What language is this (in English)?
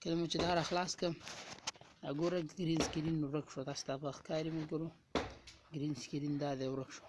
Pashto